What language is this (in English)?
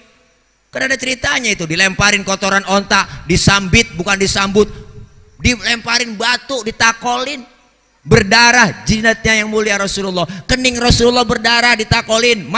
Betawi